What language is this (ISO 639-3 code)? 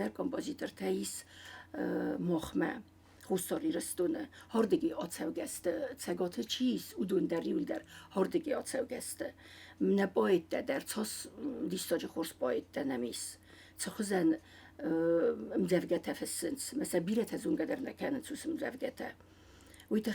oss